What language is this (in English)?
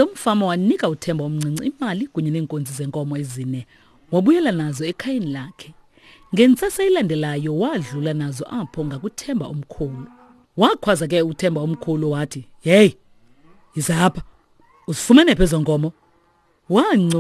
Xhosa